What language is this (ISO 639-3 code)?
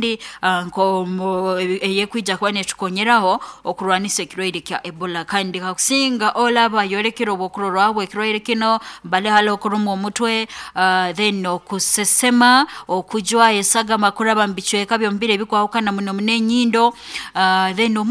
nyo